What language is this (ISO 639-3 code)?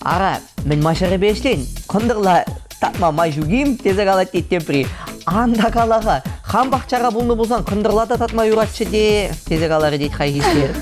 chv